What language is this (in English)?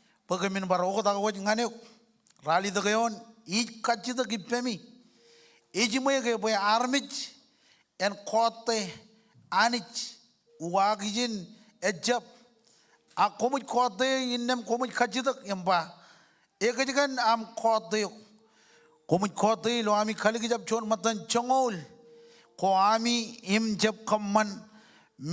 Marshallese